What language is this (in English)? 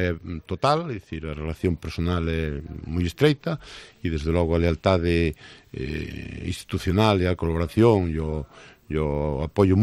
Galician